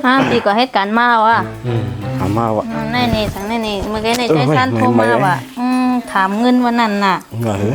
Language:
Shan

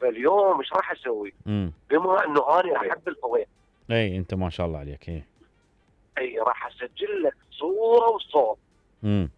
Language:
Mesopotamian Arabic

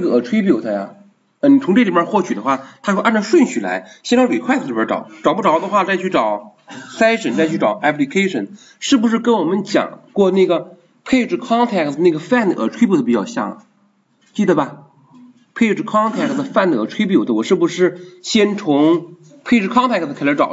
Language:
Chinese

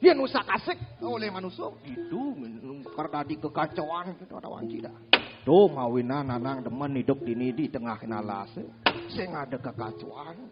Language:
Balinese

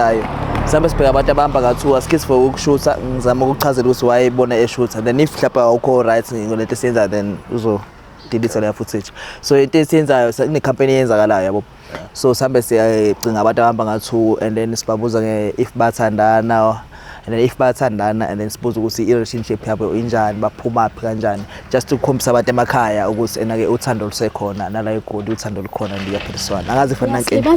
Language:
Zulu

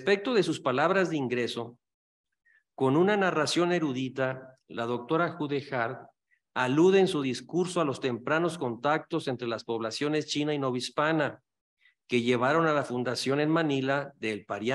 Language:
Spanish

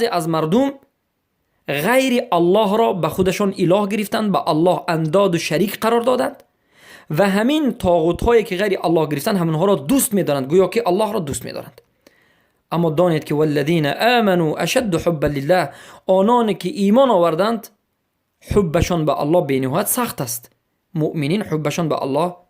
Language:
Persian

